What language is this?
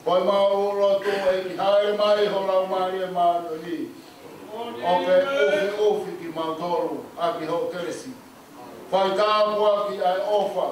Tongan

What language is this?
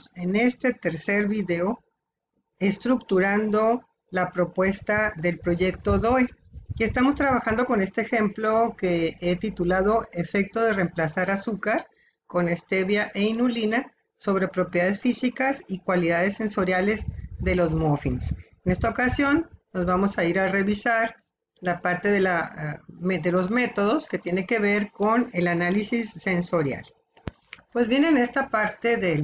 Spanish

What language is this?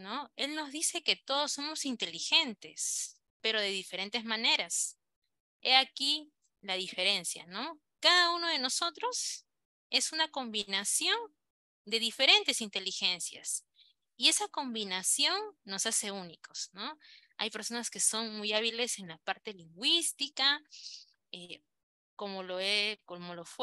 Spanish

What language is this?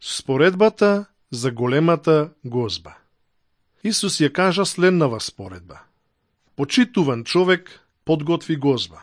Macedonian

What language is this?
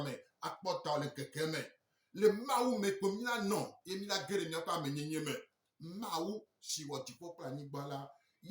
Gen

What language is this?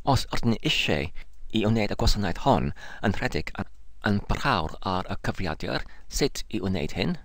Welsh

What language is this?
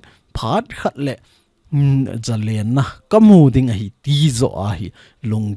Thado Chin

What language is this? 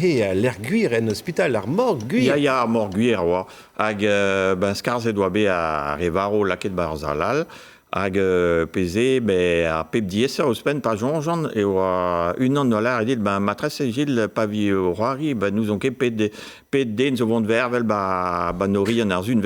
Breton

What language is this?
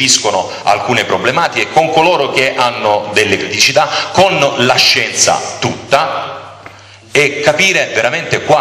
Italian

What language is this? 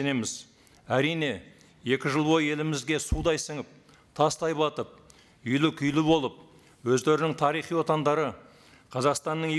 Kazakh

